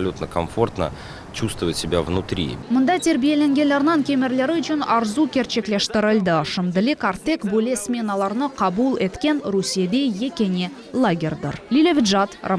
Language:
Crimean Tatar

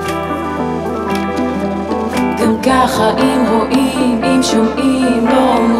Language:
Hebrew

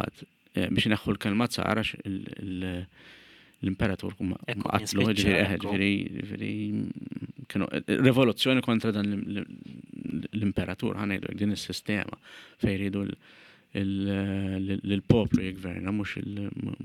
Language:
Maltese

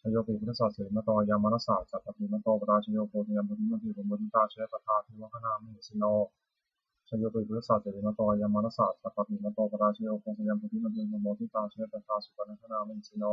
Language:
Pali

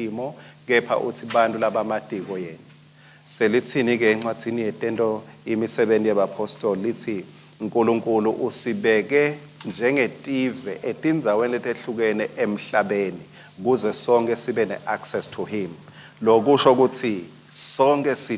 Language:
Swati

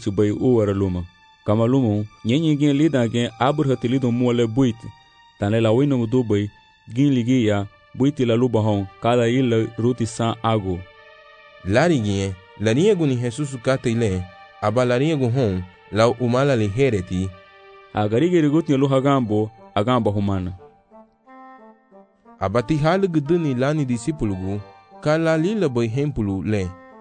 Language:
Garifuna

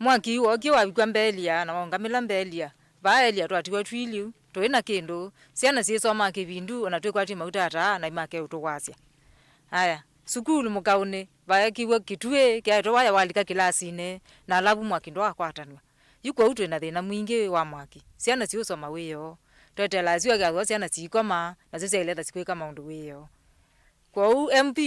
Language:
Kamba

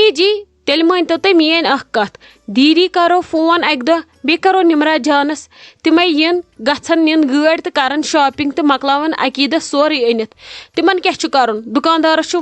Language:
Kashmiri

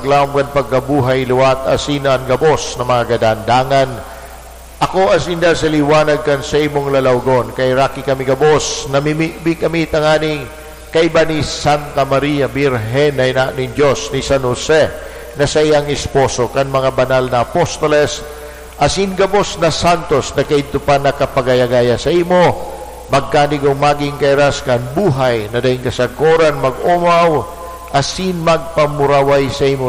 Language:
Bikol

